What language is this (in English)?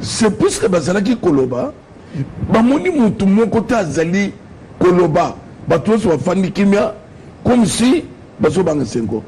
Lingala